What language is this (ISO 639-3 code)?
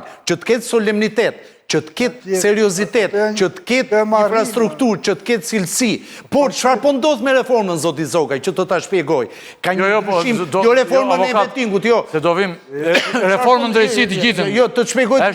sqi